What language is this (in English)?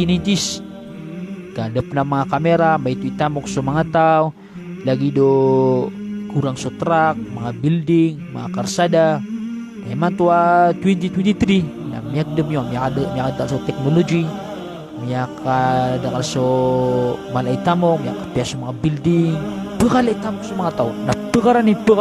Maranao